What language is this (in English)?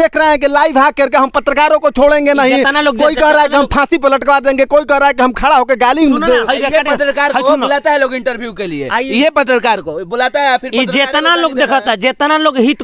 Bhojpuri